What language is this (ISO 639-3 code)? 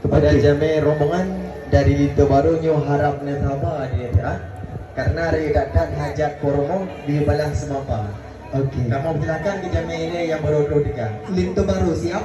ace